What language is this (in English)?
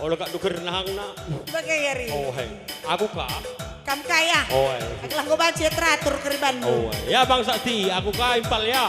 Batak Karo